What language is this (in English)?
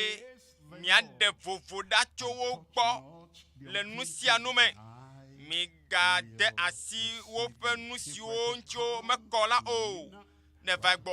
Ewe